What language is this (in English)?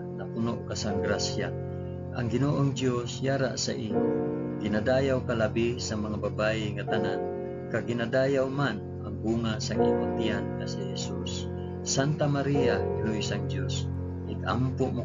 Hiligaynon